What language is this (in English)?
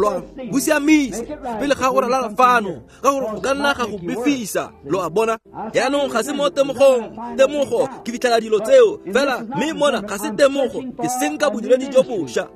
Tswana